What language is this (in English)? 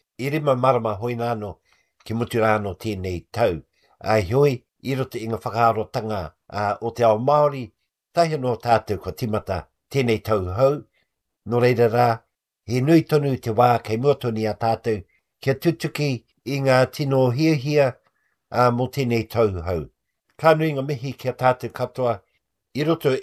Māori